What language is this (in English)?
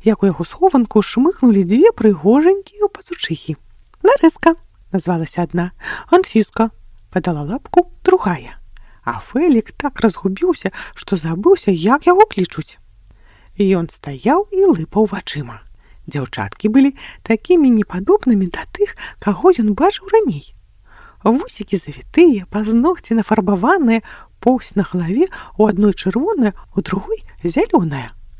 Belarusian